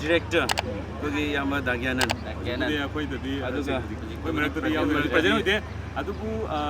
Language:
Manipuri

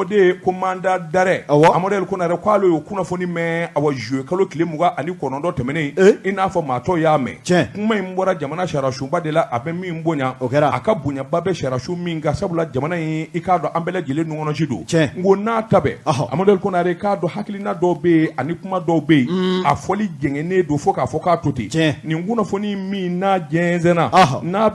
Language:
Bambara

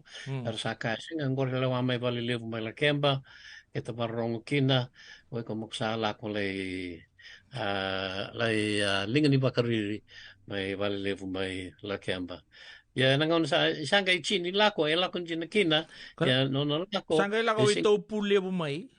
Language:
Fijian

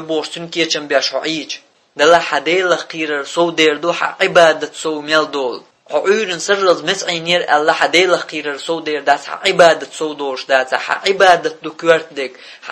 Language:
Chechen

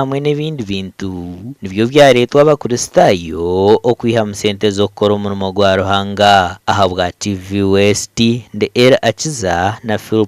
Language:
Nyankole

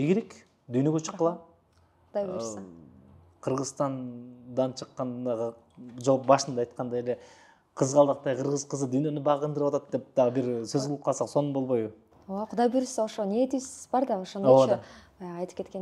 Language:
Kyrgyz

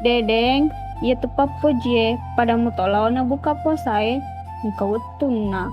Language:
Buginese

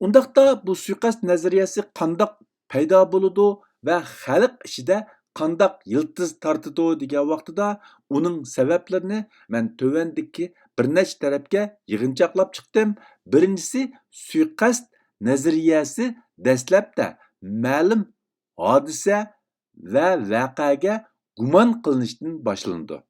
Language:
Uyghur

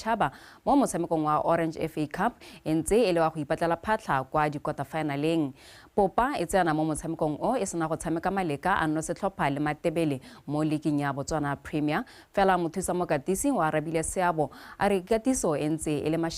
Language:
Tswana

